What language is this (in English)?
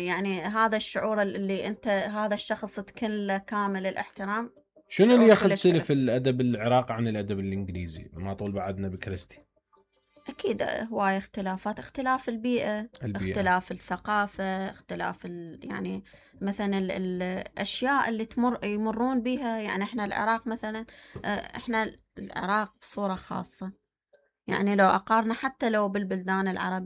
Mesopotamian Arabic